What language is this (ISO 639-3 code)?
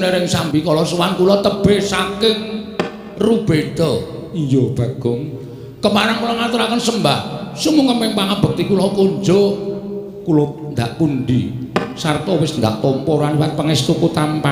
jav